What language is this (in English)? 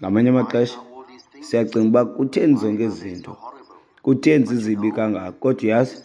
Xhosa